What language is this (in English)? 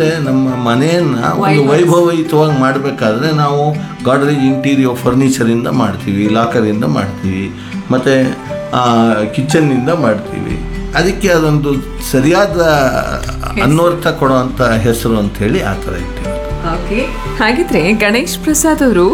Kannada